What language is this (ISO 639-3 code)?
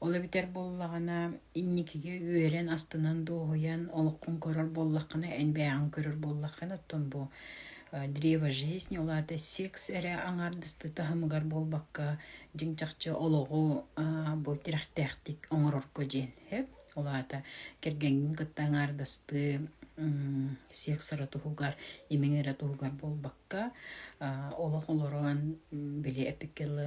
sah